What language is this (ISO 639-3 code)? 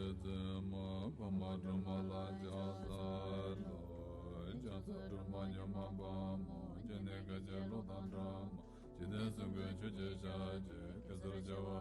bod